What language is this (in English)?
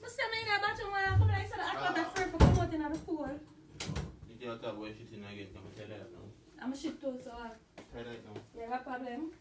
Jamaican Creole English